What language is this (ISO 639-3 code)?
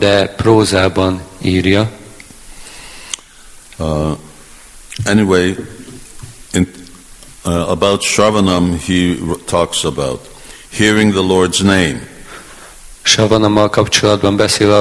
hun